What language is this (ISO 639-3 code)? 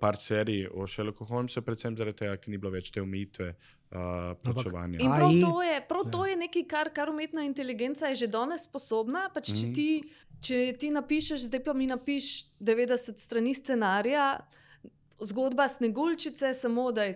slv